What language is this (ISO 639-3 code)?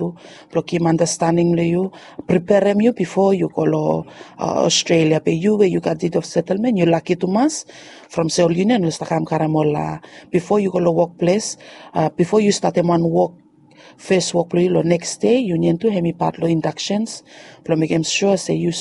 bis